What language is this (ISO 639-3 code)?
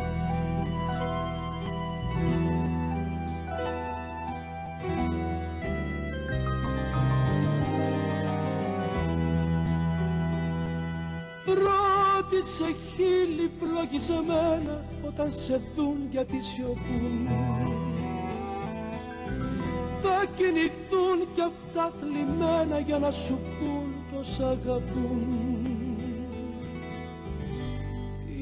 ell